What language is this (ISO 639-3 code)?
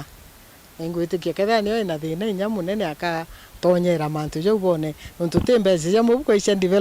mer